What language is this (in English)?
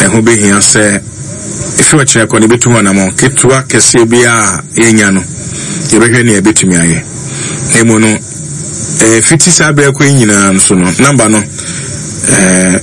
Akan